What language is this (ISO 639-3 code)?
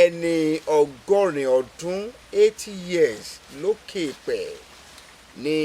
yor